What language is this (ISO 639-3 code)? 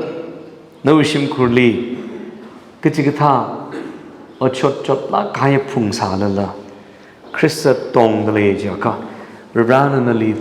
nmf